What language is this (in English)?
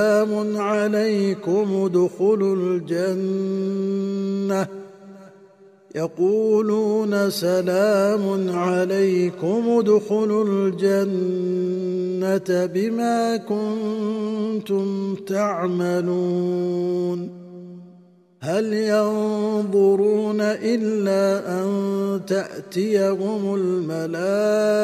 Arabic